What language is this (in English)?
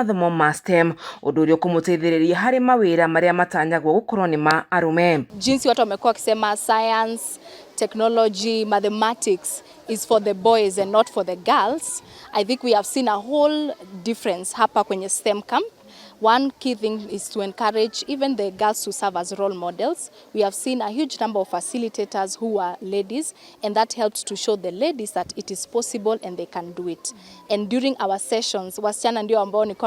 Kikuyu